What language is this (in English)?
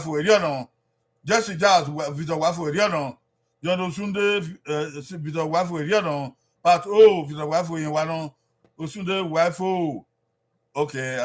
Bini